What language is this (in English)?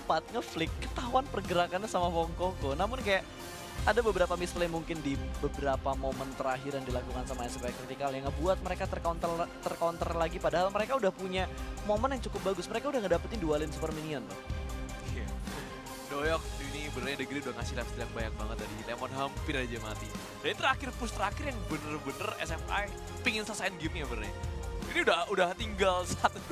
Indonesian